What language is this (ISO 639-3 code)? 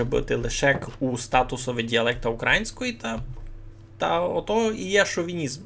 rue